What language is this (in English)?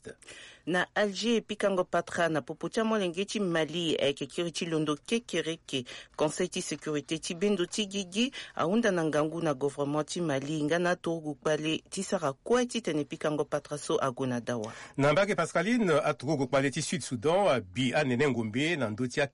Sango